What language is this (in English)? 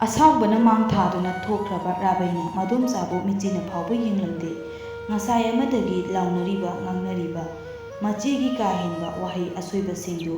Manipuri